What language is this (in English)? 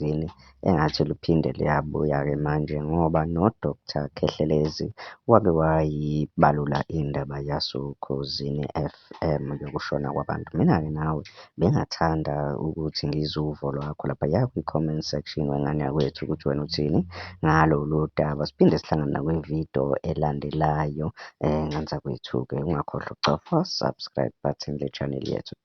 Zulu